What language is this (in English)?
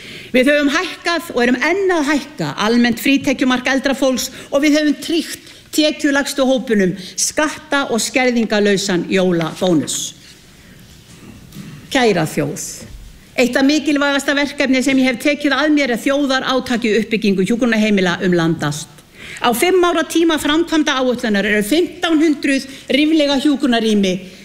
Icelandic